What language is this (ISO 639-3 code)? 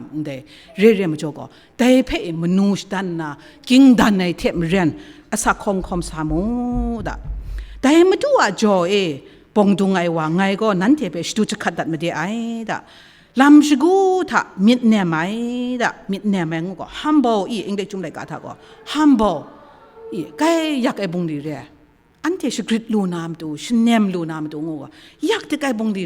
kac